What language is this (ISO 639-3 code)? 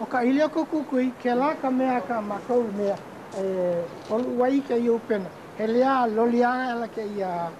haw